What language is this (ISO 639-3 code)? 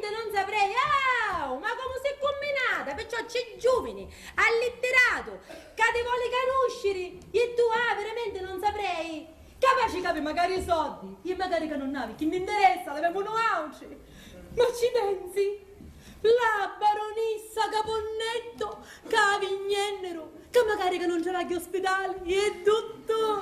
scn